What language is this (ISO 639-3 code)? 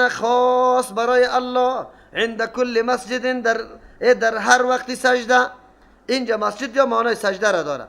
fas